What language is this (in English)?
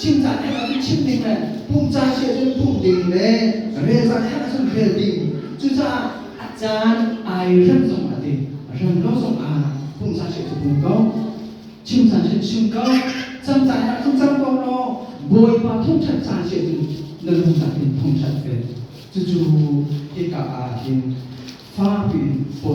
Hakha Chin